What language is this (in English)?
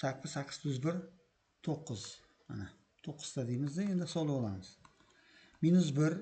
Uzbek